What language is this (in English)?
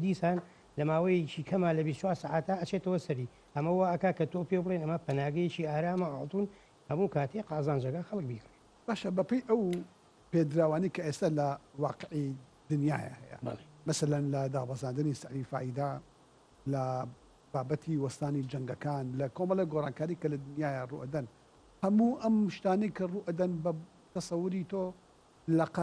Central Kurdish